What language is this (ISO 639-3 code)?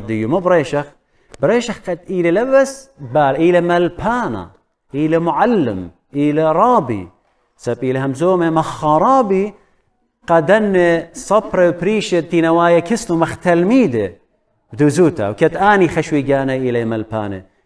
aii